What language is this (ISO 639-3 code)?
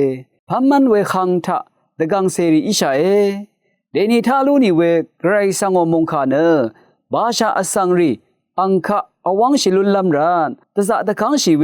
raw